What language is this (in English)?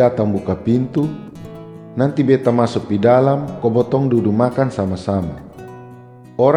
Kupang Malay